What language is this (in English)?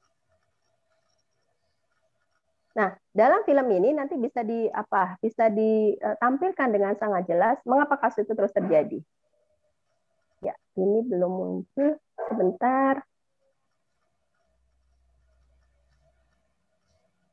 Indonesian